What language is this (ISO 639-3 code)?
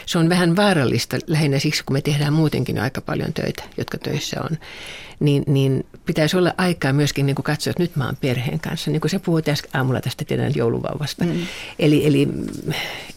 fin